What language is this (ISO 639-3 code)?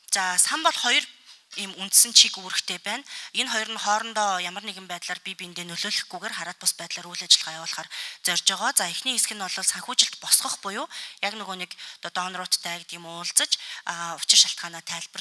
mon